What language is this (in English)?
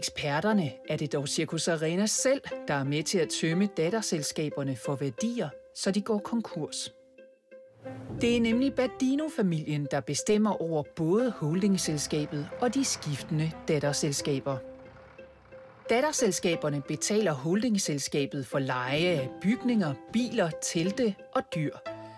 Danish